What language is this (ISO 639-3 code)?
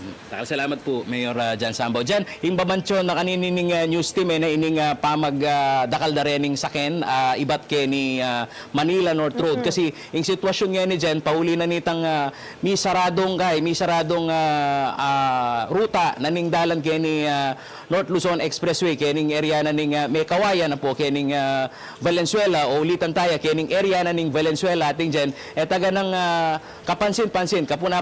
pam